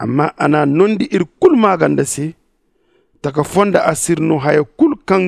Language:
Zarma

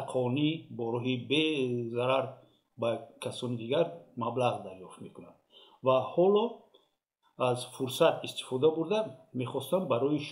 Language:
Tajik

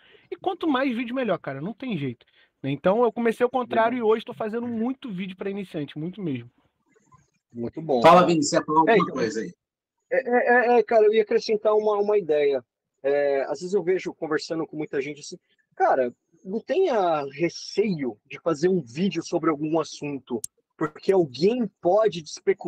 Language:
Portuguese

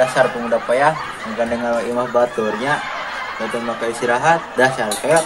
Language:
Sundanese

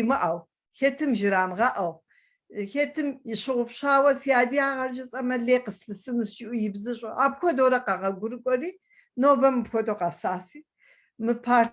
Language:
Kabardian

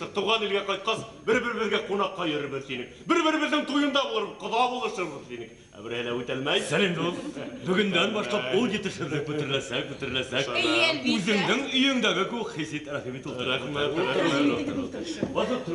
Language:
Bashkir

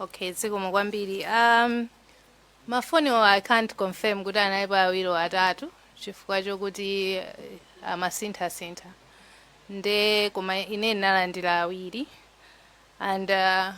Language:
Nyanja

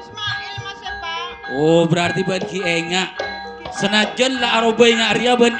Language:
Madurese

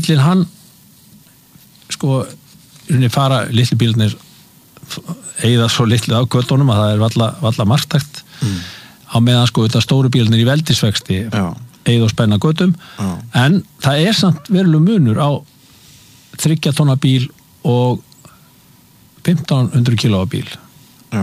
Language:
Icelandic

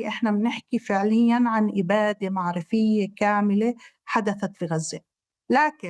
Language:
North Levantine Arabic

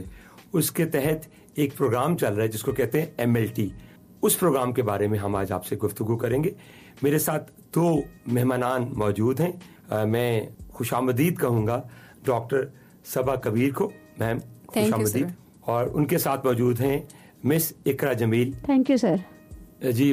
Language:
Urdu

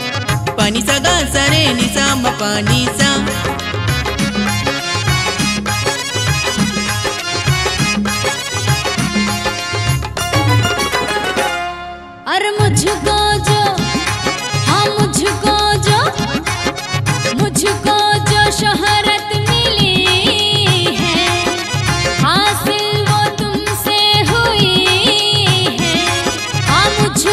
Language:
Hindi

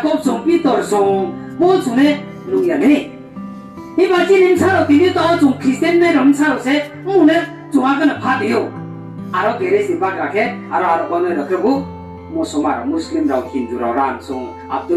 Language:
Riang (India)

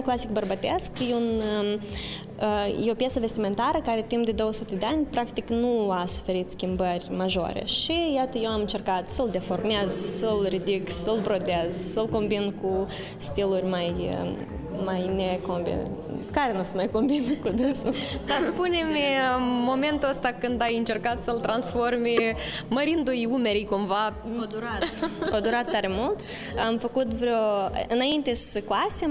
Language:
Romanian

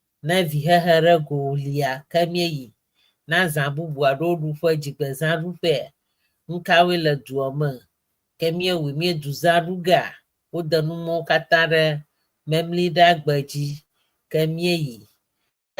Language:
Ewe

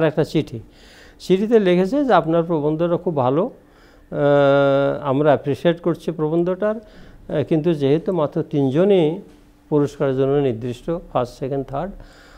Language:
Bangla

